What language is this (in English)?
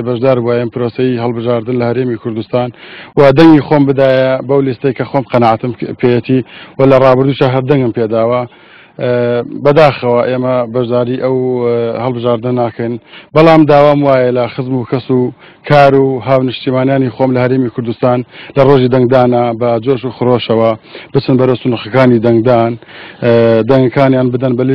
Central Kurdish